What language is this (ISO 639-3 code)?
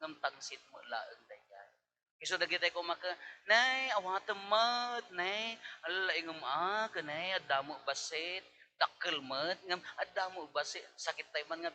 ilo